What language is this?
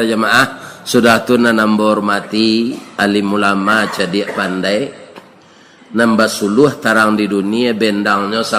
Minangkabau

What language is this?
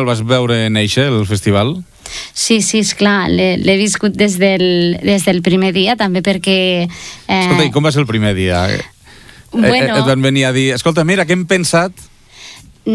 Catalan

